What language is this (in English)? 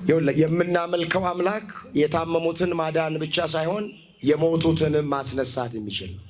Amharic